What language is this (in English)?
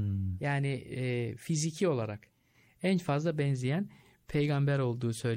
Turkish